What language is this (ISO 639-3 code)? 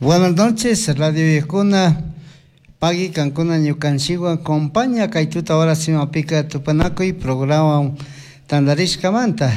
qug